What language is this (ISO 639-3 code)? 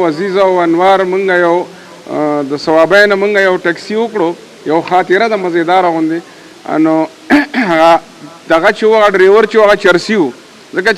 pus